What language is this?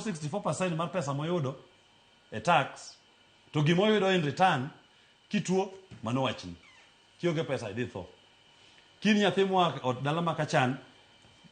Luo (Kenya and Tanzania)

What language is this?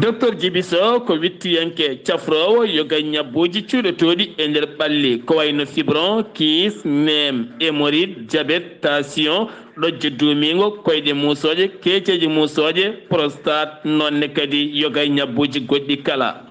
Fula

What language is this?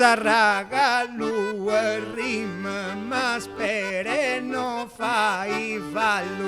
Sardinian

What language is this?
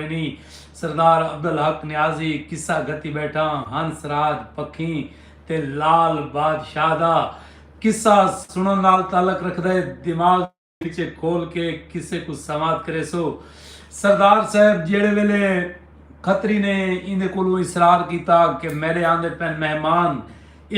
Saraiki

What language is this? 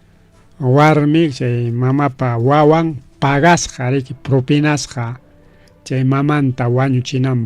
Ayacucho Quechua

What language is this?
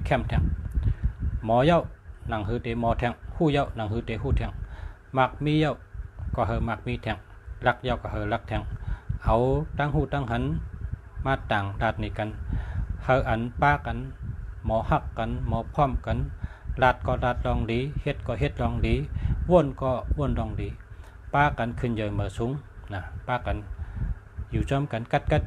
Shan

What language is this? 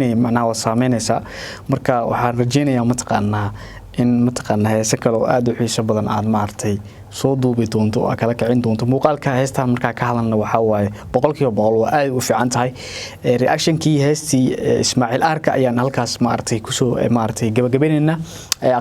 Somali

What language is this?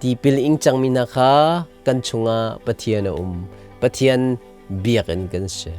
Hakha Chin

